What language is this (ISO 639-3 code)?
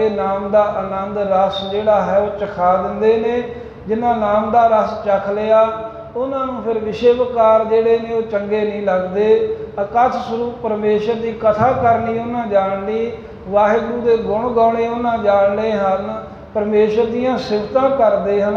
pan